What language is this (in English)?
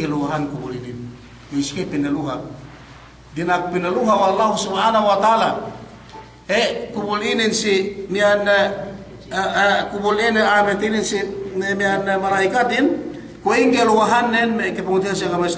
Yakan